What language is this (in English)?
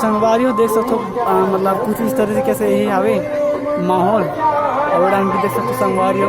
Chhattisgarhi